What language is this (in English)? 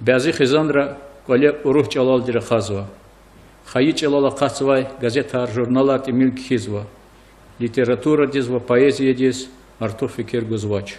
Lezghian